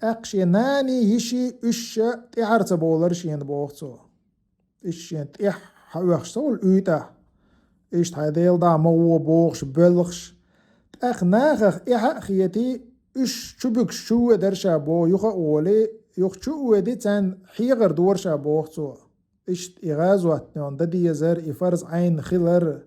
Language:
Chechen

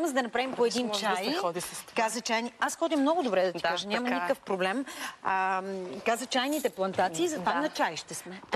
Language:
Bulgarian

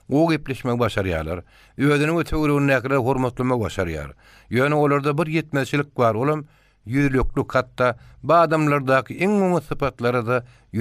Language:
Turkmen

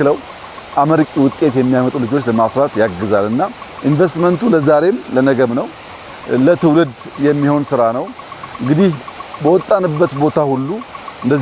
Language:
Amharic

